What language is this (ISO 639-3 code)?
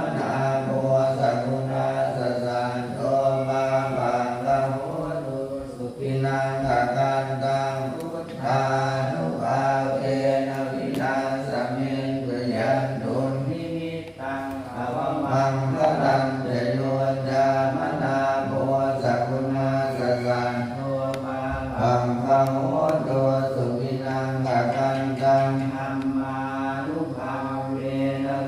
pli